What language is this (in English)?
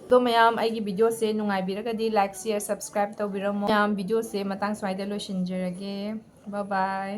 Manipuri